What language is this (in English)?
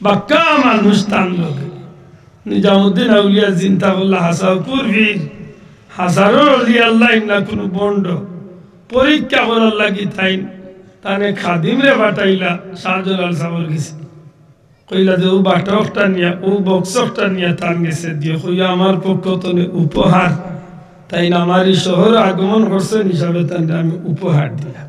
Sylheti